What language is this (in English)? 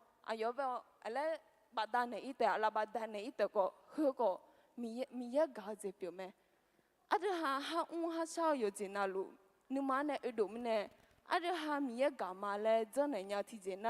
Akha